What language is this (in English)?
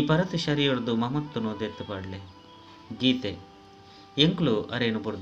Tulu